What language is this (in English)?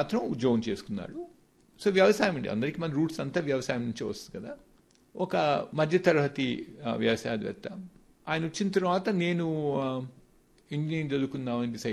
Telugu